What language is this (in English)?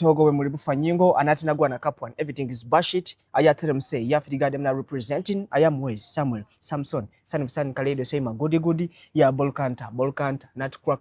Ganda